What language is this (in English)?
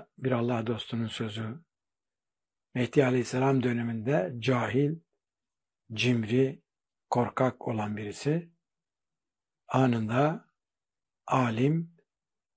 Turkish